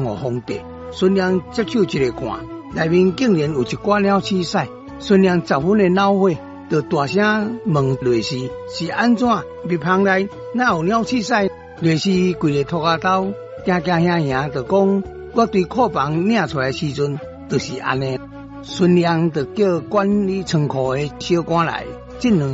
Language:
Min Nan Chinese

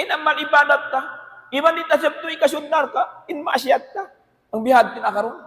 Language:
Tausug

